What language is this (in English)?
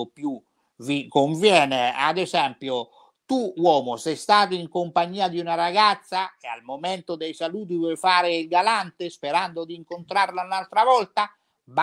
Italian